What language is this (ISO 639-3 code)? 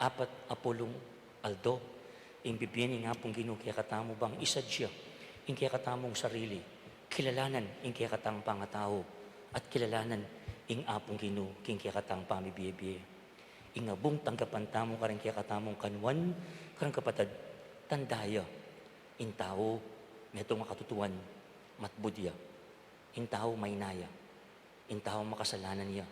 pam